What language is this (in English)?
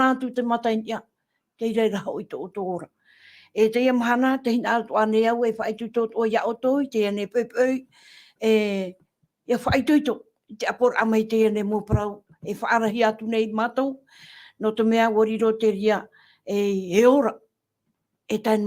Tahitian